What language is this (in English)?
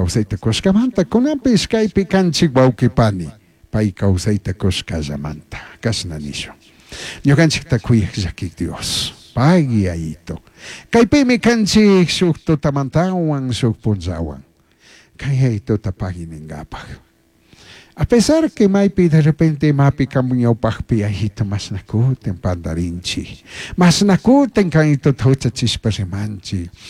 Chimborazo Highland Quichua